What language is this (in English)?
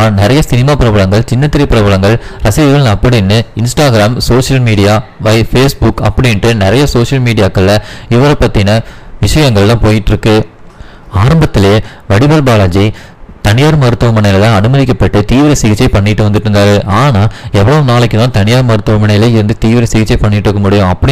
Tamil